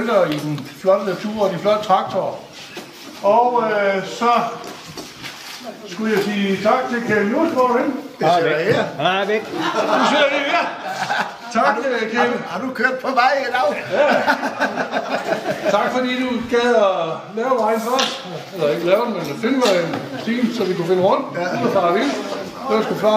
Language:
Danish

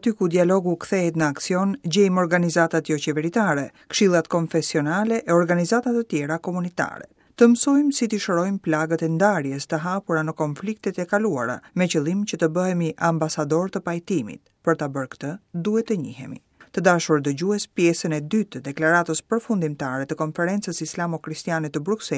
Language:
Albanian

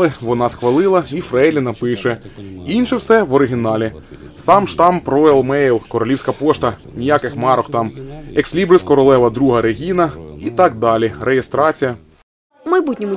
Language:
Ukrainian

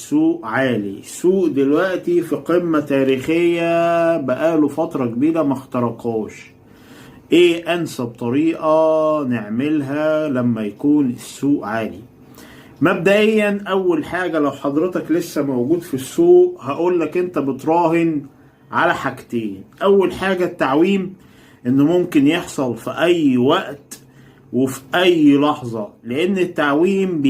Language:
Egyptian Arabic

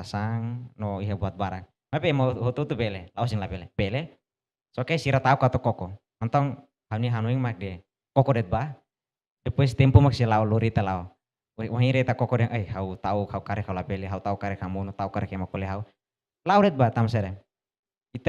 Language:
Tetum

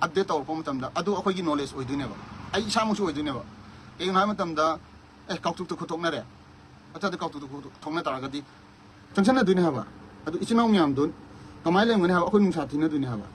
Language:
Manipuri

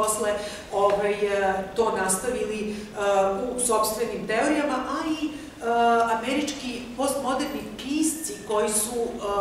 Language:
Serbian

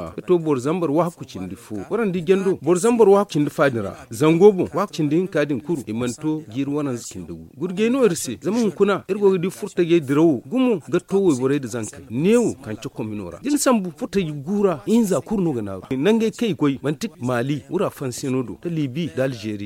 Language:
Zarma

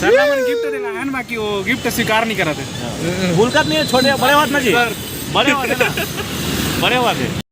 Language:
Chhattisgarhi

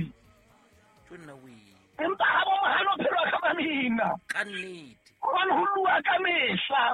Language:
Southern Sotho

